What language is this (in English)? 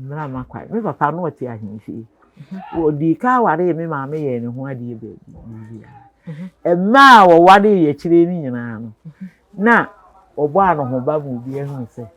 Akan